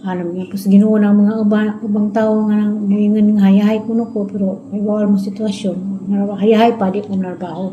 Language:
Cebuano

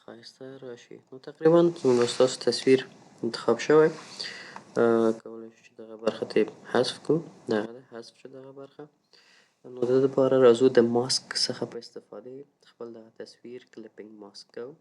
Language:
Pashto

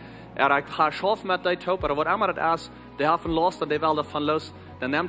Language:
Plautdietsch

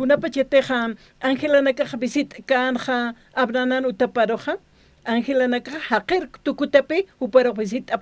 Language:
Aymara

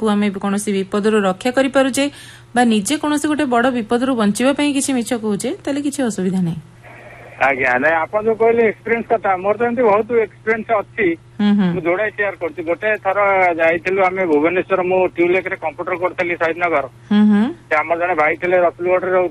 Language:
Odia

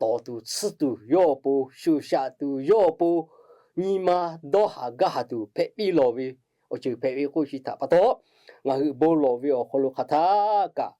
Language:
Lahu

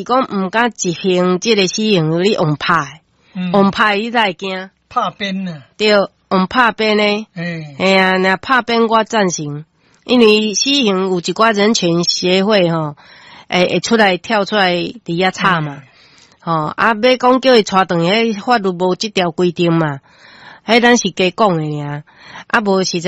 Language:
Min Nan Chinese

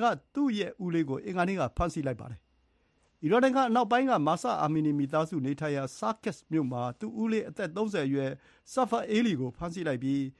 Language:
Burmese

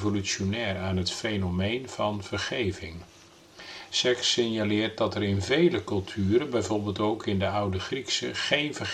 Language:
Dutch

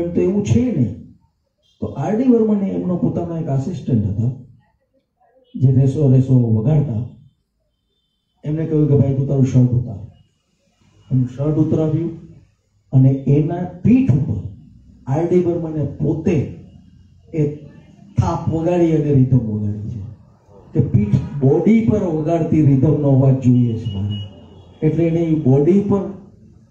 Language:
Gujarati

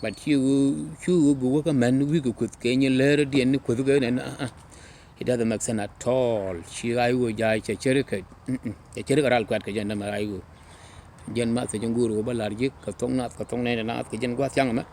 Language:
Nuer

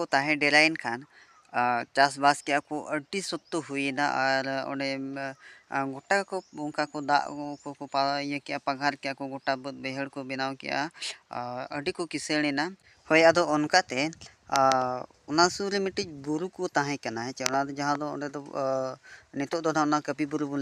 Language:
Santali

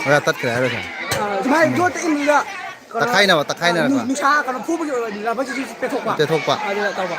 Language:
Manipuri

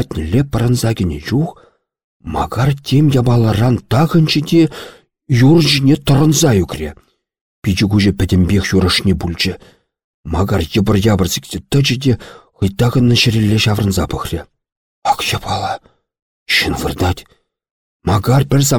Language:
Chuvash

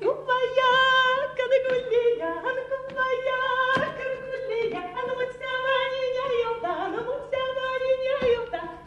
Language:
Erzya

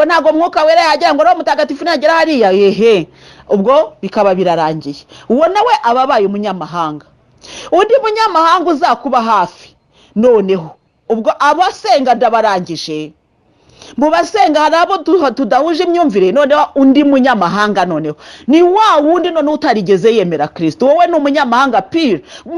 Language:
Kinyarwanda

